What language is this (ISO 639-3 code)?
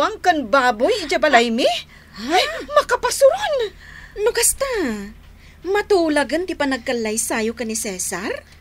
ilo